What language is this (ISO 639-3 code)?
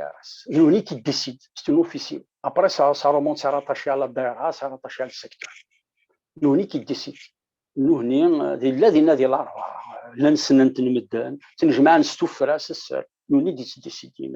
kab